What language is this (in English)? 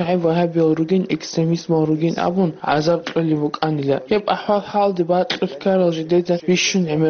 Avaric